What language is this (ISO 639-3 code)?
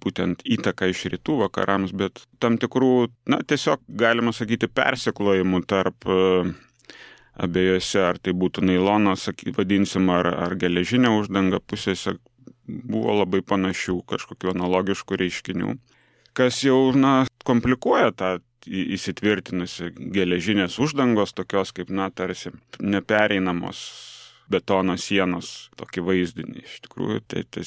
lit